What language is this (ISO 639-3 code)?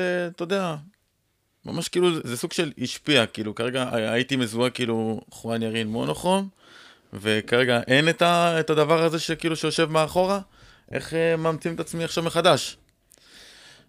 heb